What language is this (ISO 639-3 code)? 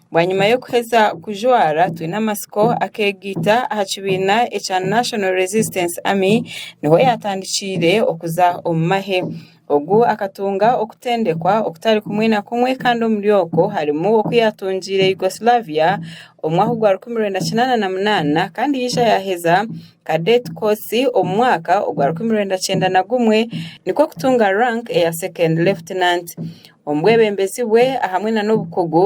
nyn